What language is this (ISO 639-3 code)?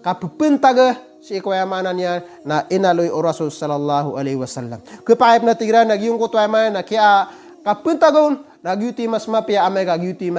mrw